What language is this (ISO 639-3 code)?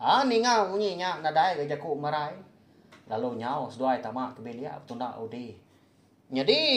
iba